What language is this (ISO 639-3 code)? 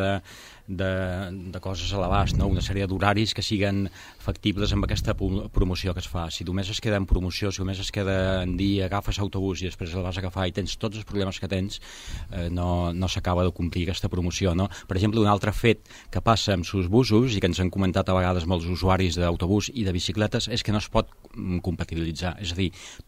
cat